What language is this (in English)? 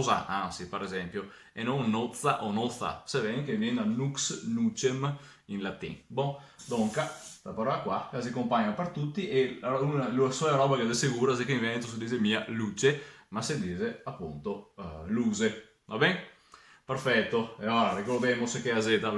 Venetian